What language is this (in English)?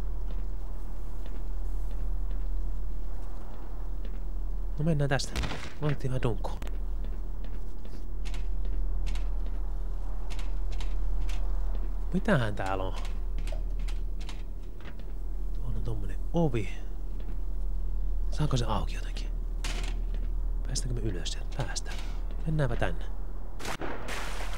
Finnish